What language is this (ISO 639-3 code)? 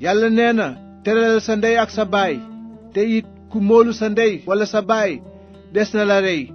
wol